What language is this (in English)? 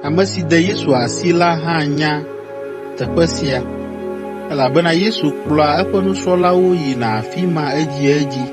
Ewe